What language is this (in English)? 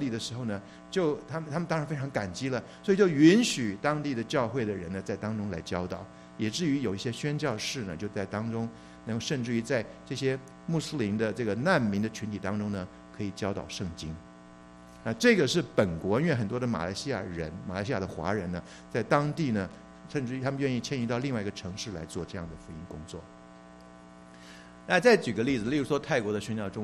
Chinese